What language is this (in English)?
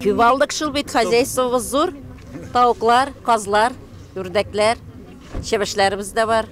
Tatar